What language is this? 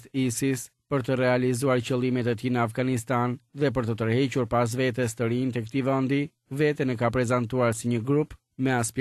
Albanian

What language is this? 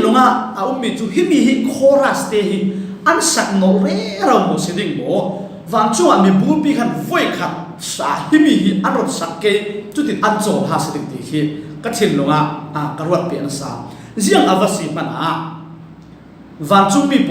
Falam Chin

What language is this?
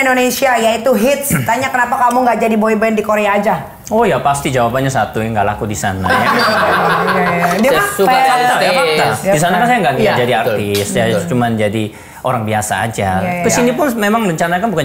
Indonesian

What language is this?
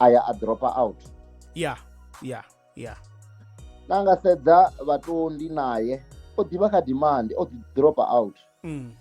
Venda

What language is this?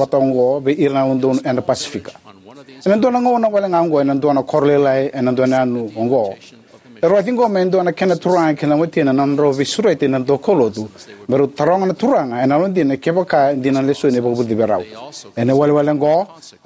Fijian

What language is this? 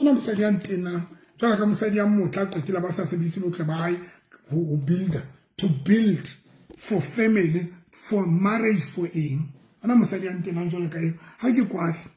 Southern Sotho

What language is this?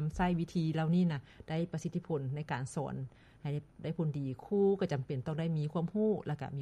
Lao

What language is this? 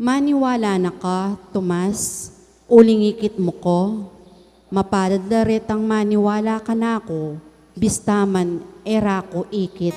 Pampanga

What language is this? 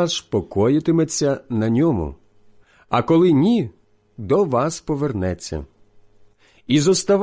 Ukrainian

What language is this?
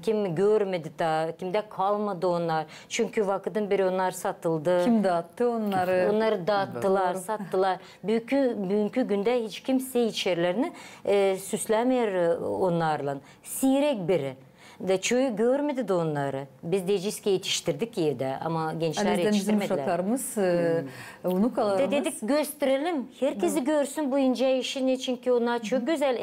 Gagauz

